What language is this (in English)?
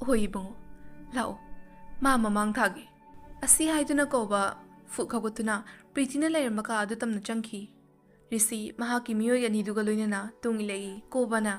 Manipuri